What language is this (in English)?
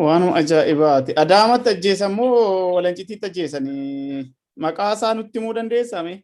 Oromo